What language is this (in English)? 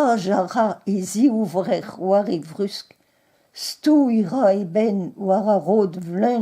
Breton